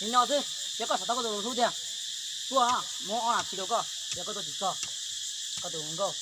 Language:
Hmong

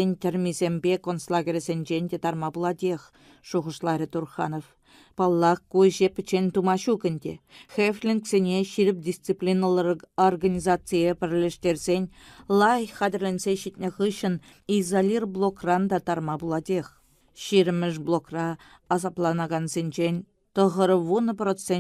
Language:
Chuvash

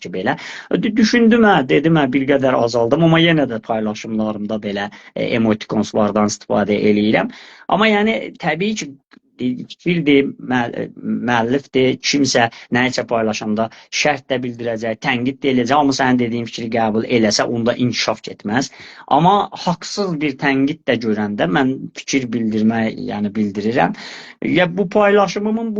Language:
Azerbaijani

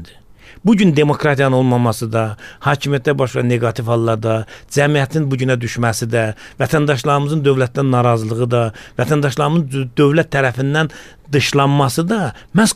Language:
Azerbaijani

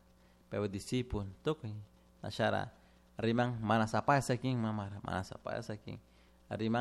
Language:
Chimborazo Highland Quichua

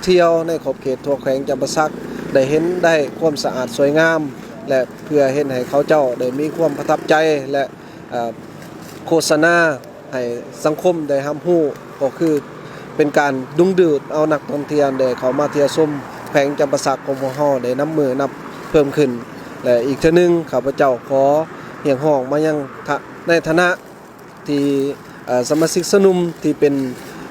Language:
Lao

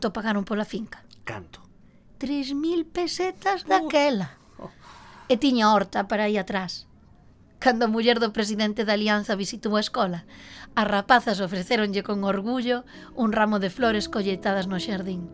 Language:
Galician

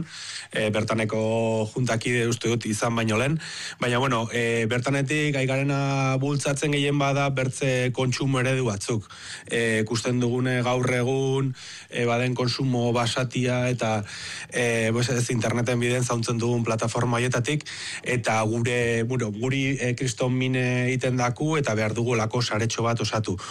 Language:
Basque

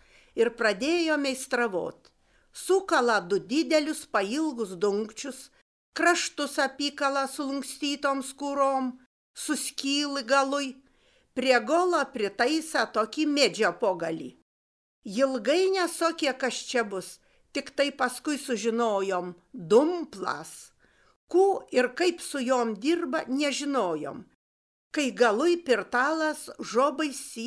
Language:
Lithuanian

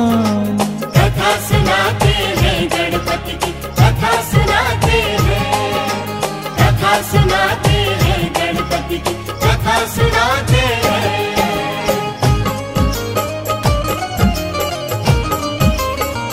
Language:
Hindi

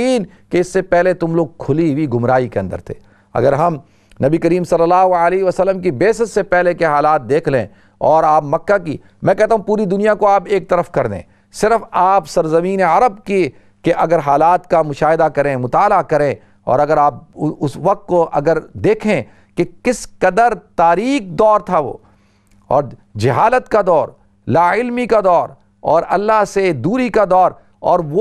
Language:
Urdu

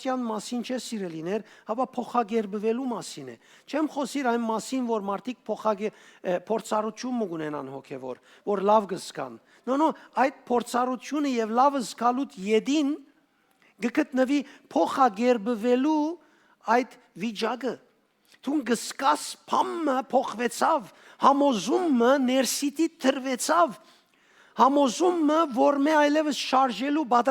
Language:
Western Armenian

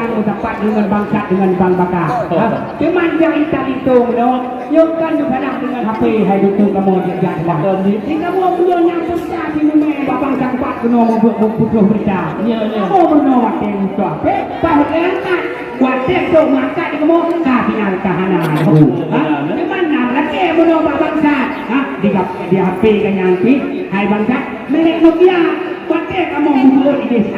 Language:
Achinese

